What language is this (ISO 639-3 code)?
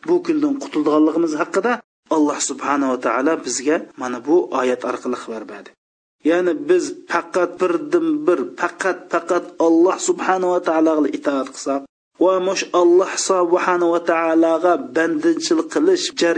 uig